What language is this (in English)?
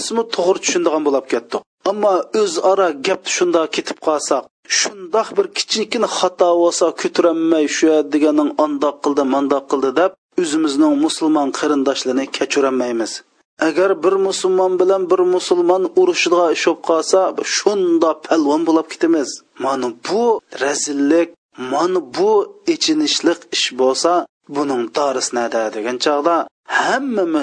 Uyghur